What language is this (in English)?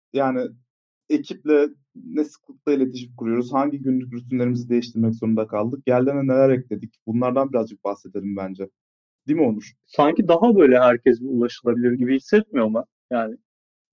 Turkish